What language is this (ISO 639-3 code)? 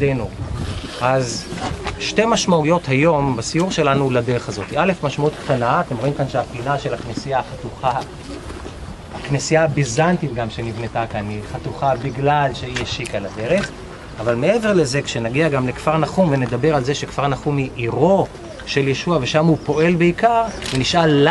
heb